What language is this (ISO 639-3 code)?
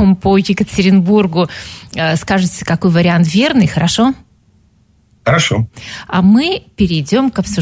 rus